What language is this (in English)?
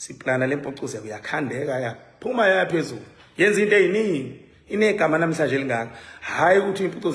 Zulu